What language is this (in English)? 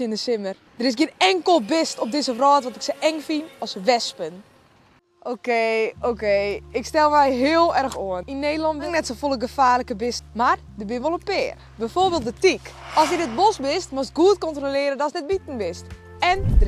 Western Frisian